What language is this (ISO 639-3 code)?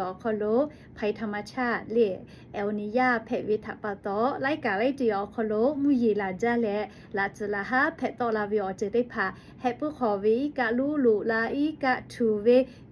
lhu